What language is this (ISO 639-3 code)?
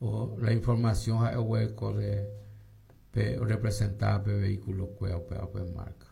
grn